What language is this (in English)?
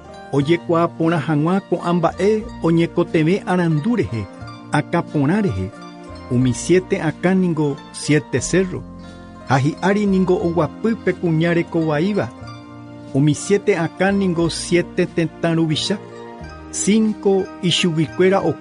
Guarani